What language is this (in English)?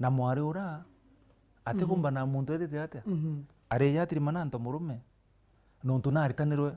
Meru